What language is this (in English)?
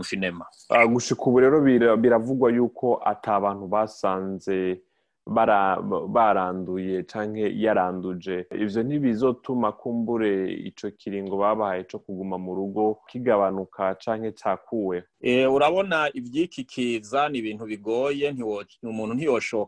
Rundi